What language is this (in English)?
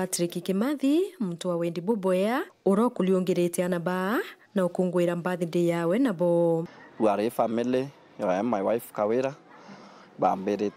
Meru